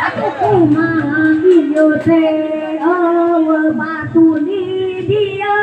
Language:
Sundanese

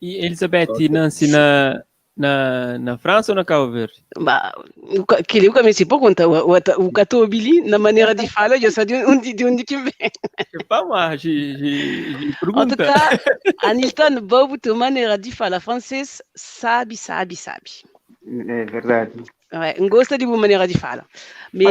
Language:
Kabuverdianu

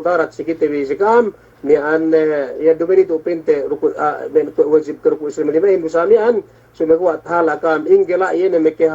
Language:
Yakan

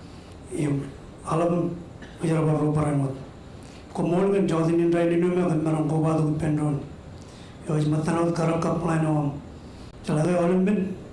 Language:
Marshallese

